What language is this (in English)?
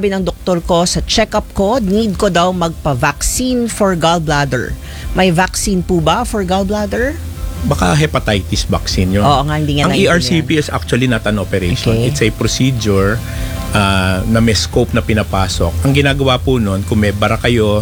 Filipino